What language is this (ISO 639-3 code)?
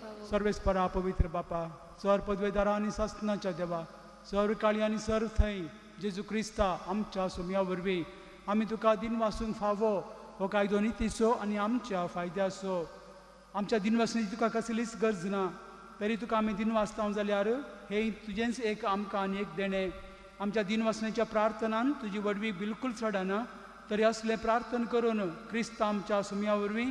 kok